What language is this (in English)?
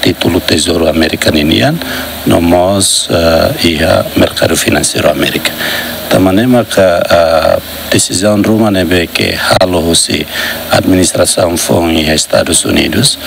Tetum